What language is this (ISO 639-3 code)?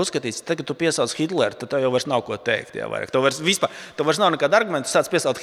lav